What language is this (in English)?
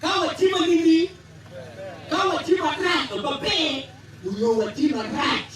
Acoli